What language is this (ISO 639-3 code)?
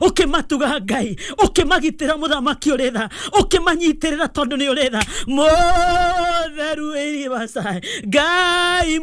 kik